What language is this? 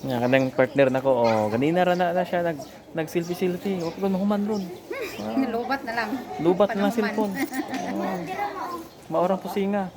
Cebuano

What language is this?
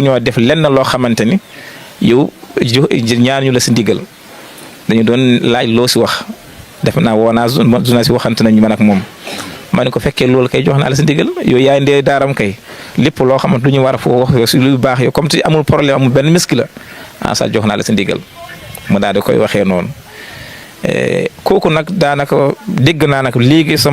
Wolof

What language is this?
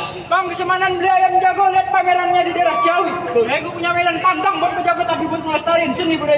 Betawi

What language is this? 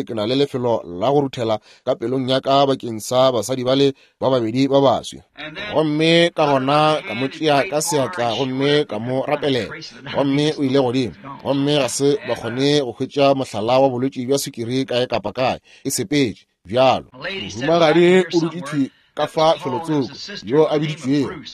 Northern Sotho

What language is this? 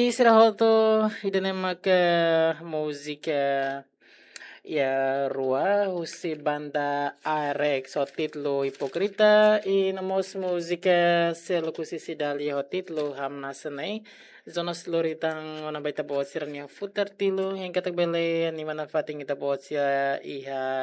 Tetum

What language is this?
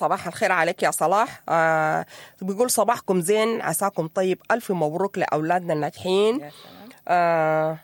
Sudanese Arabic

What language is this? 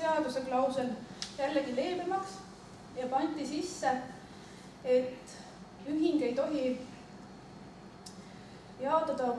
Estonian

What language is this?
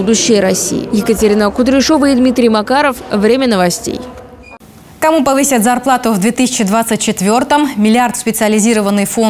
Russian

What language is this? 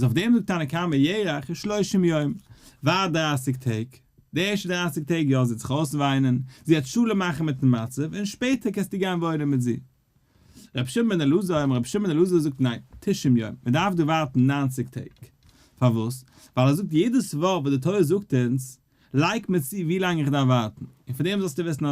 Yiddish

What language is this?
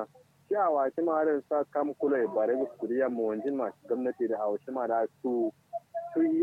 Kanuri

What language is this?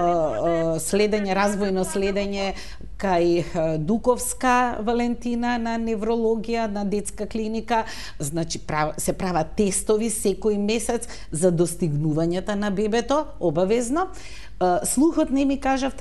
Macedonian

